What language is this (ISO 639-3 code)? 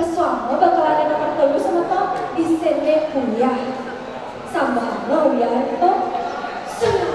ban